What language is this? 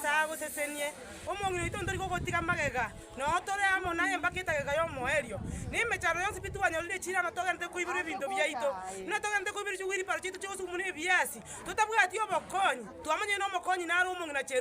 Gusii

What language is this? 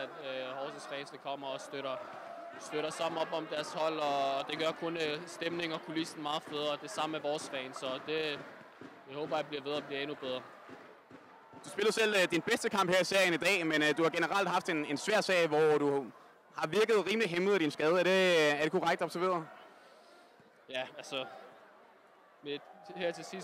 Danish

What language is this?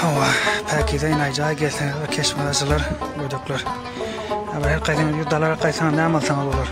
Turkmen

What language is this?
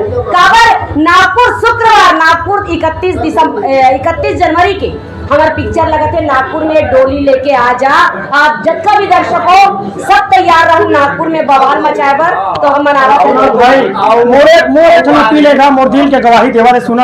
Chhattisgarhi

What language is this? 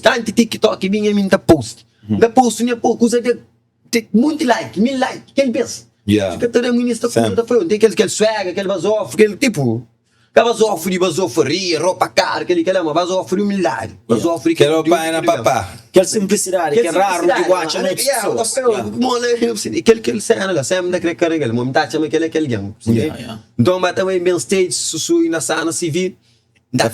Kabuverdianu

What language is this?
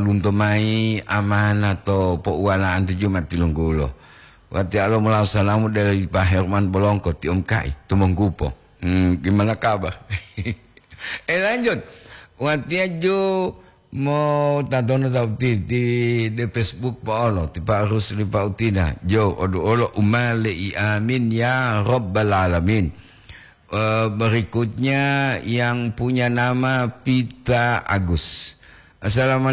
Gorontalo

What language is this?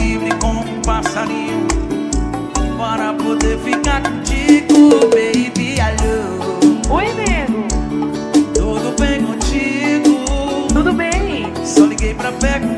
Portuguese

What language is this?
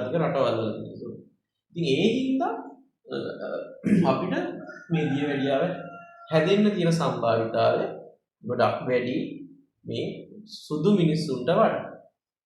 Sinhala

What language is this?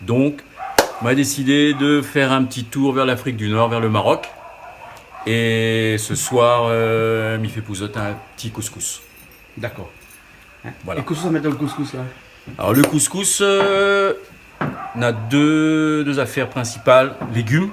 Réunion Creole French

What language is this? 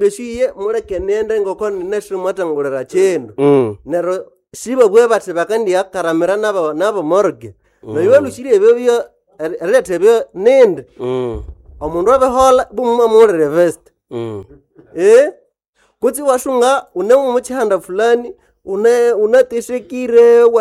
Nande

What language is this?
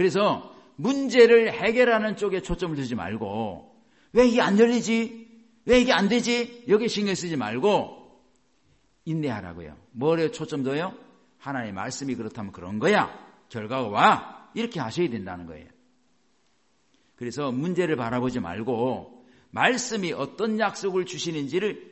Korean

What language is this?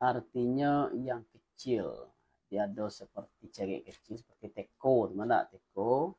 Minangkabau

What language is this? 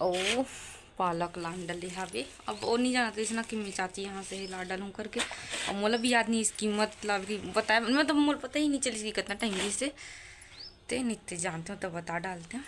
Chhattisgarhi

